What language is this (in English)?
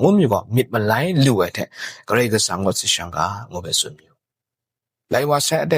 Kachin